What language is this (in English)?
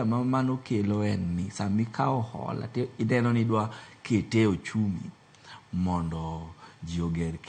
Luo (Kenya and Tanzania)